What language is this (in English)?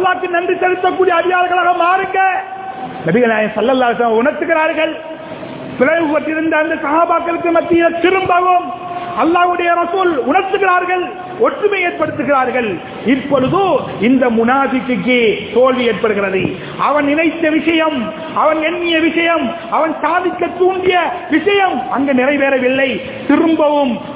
Tamil